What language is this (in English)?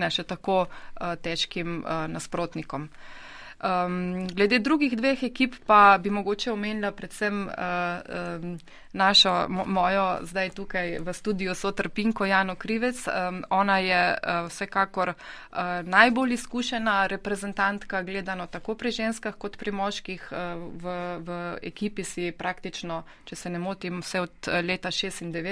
Slovenian